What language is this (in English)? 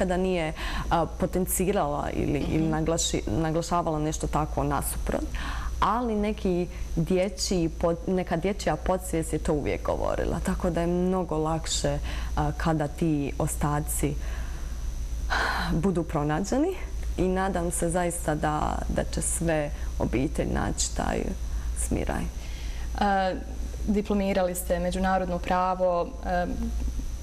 Bosnian